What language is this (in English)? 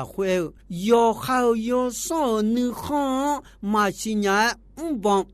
Akha